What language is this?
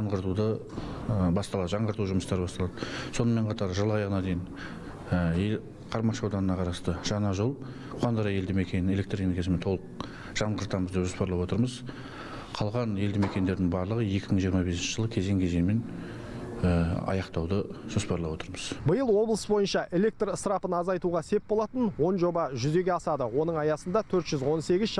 Kazakh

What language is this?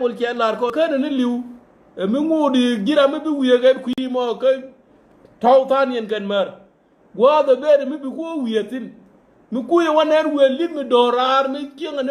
Nuer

